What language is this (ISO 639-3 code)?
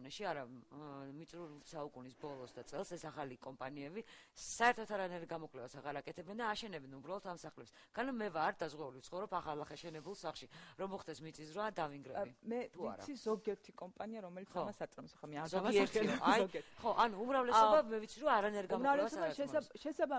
kat